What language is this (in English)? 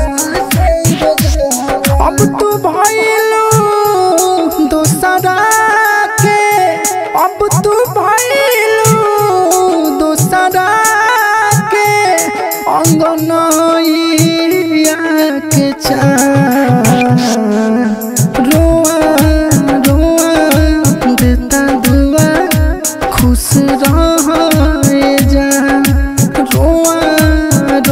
Bhojpuri